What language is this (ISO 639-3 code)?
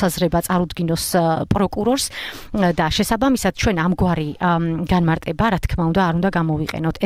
kat